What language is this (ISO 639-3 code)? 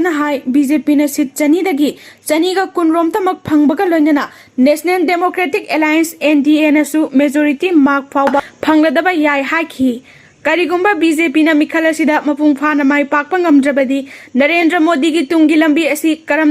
mni